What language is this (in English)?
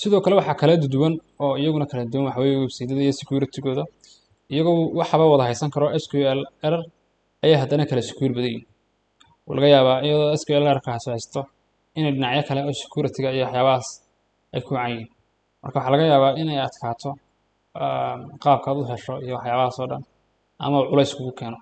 Somali